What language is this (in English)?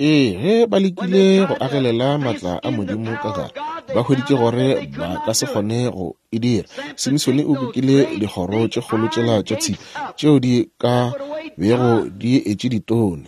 Northern Sotho